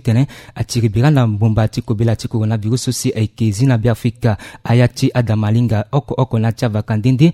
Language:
Sango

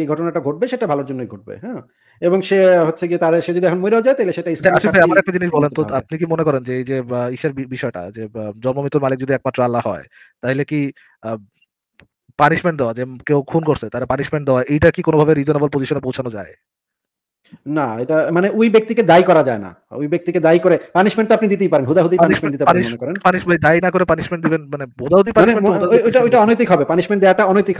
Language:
Bangla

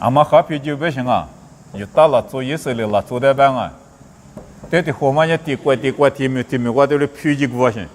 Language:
Lisu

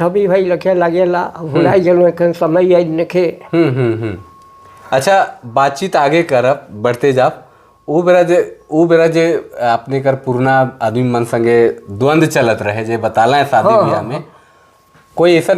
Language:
Sadri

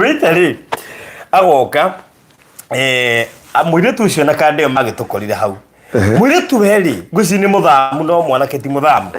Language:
Kikuyu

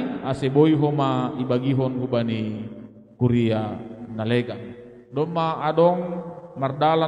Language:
Batak Simalungun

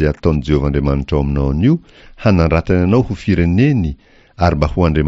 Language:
Malagasy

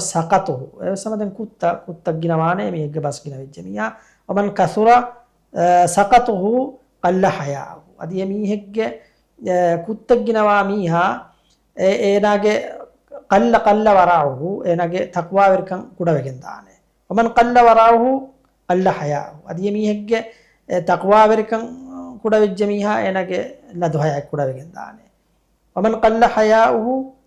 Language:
Divehi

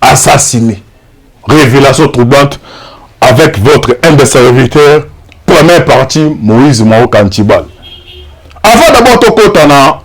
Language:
Lingala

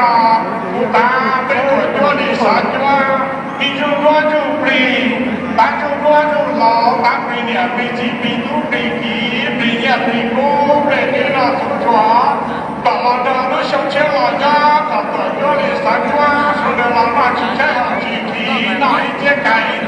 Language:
Hmong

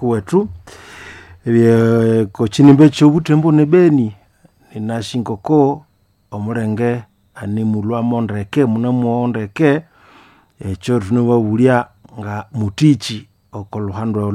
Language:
Nande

